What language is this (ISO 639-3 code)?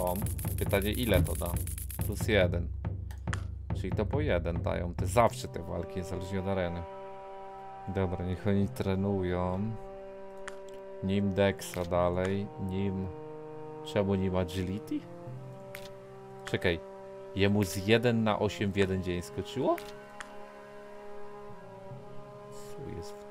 pol